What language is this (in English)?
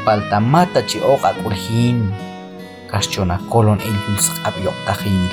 Q'anjob'al